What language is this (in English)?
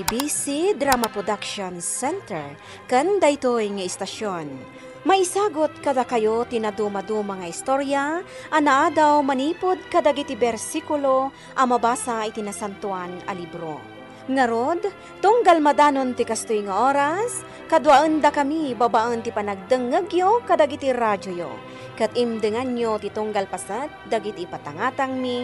Iloko